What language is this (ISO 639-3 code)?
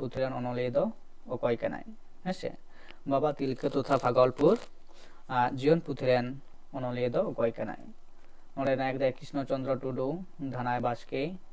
sat